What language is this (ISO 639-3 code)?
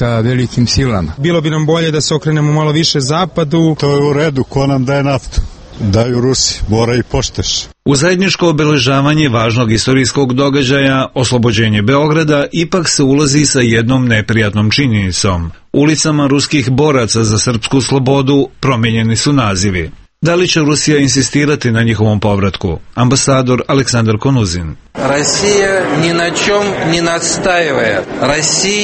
srp